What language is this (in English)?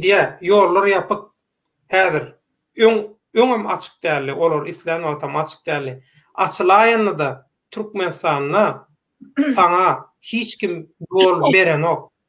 Turkmen